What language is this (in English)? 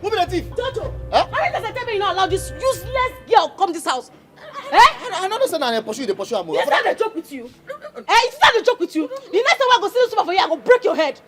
Nigerian Pidgin